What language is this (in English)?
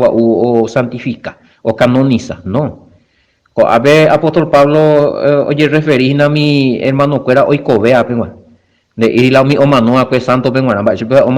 Guarani